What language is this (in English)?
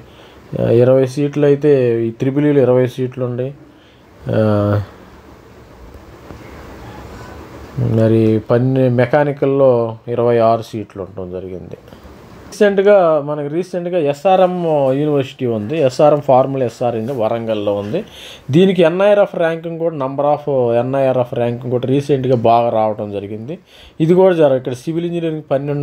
Telugu